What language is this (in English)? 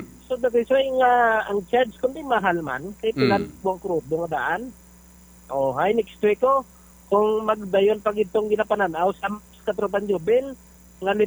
Hiligaynon